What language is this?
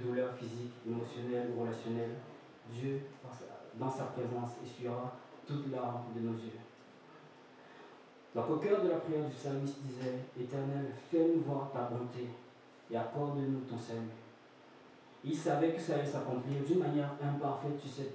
French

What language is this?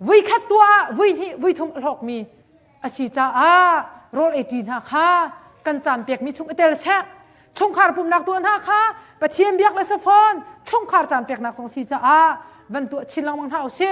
Hakha Chin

